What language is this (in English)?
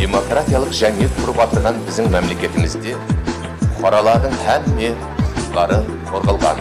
Kara-Kalpak